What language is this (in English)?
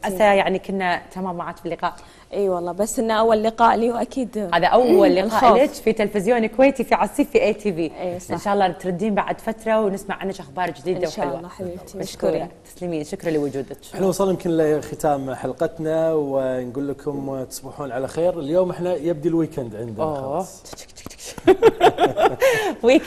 Gulf Arabic